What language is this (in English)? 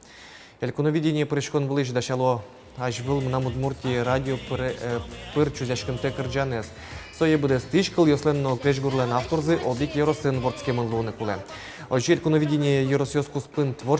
Udmurt